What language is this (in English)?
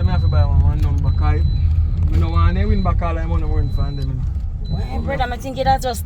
Jamaican Creole English